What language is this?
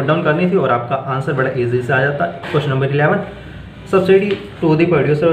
Hindi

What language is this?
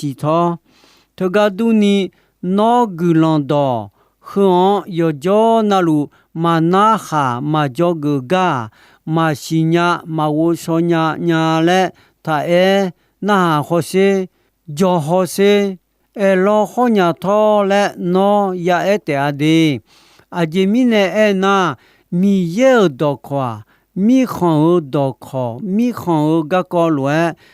Akha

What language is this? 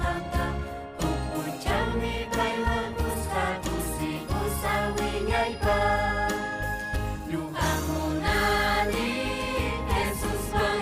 Ayacucho Quechua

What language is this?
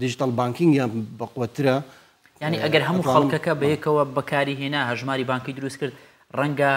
Central Kurdish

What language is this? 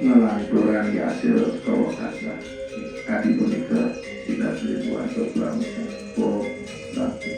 Balinese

